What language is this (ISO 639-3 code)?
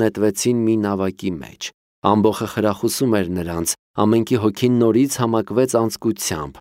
hye